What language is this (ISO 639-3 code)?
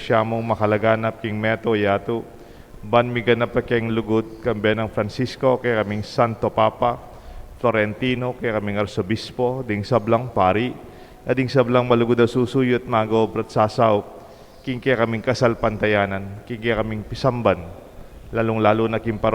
pam